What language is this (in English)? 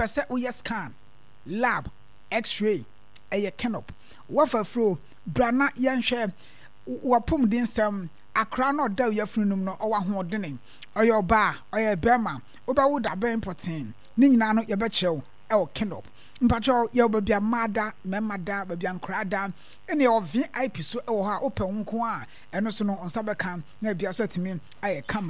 Akan